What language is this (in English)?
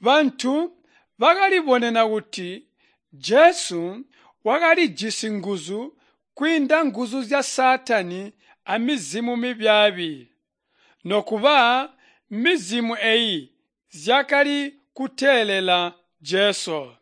Tonga (Zambia)